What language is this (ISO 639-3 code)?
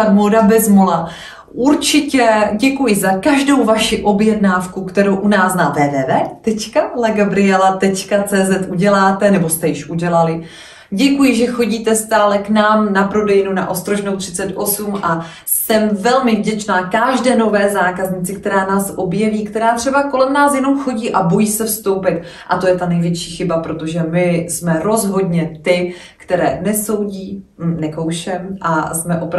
ces